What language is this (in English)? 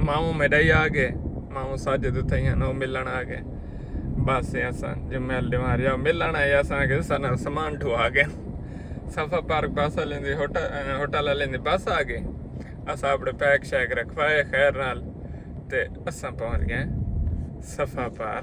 Saraiki